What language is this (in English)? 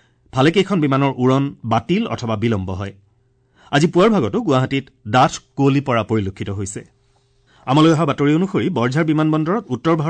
Assamese